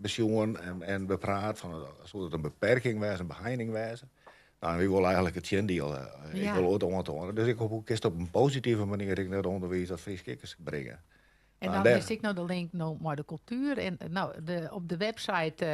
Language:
Western Frisian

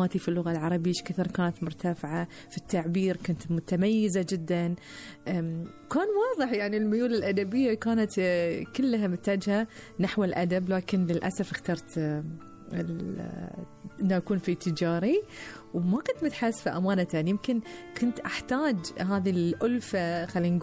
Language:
Gulf Arabic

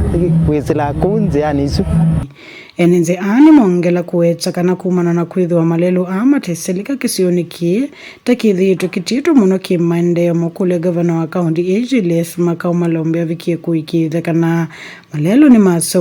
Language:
Kamba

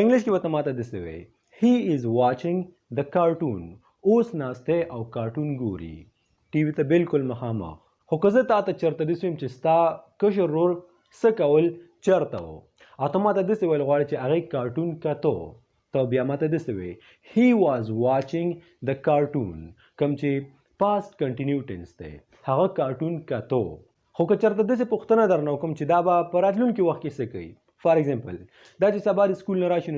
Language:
Pashto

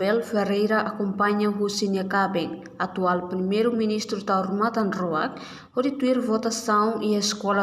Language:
Tetum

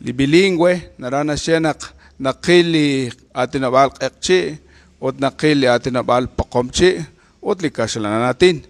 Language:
Kekchí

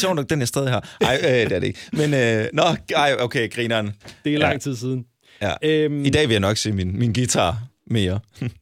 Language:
Danish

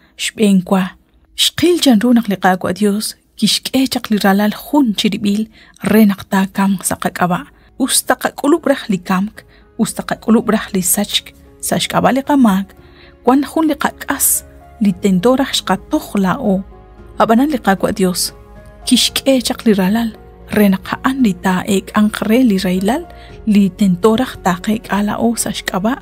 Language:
Kekchí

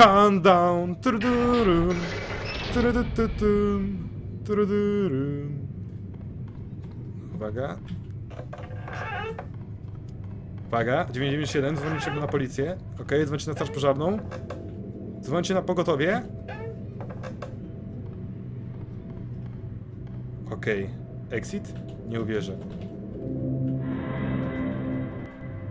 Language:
Polish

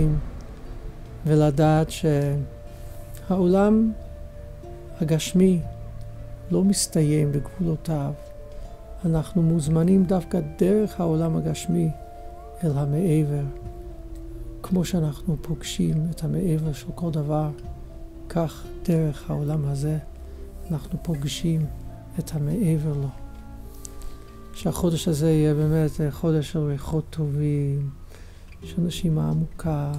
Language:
Hebrew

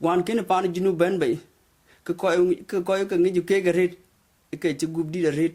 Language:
Dinka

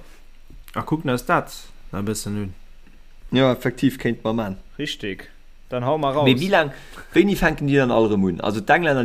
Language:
Luxembourgish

